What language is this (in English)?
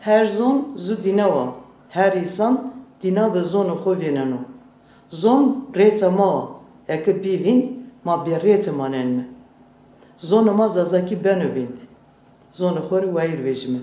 Zaza